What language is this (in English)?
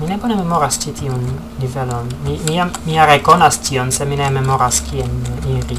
Esperanto